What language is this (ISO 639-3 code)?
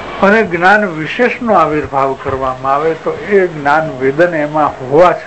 guj